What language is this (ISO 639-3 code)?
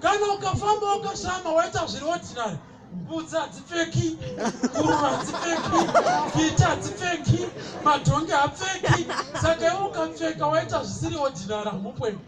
sna